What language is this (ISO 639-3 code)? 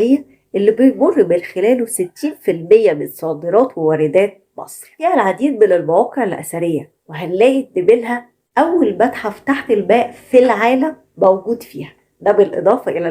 arz